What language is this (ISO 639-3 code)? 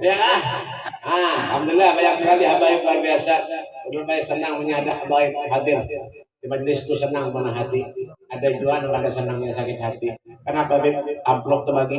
bjn